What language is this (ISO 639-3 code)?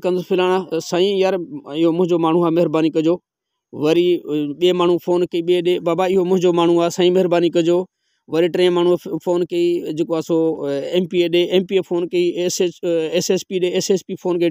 snd